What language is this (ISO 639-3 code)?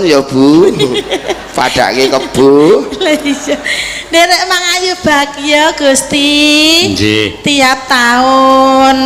jav